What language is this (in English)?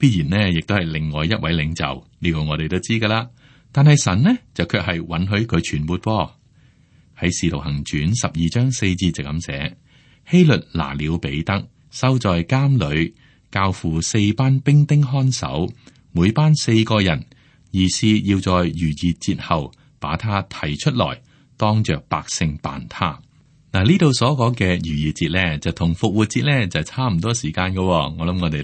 Cantonese